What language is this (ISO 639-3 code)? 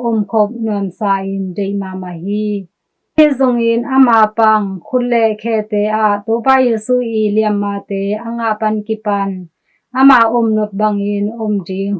ctd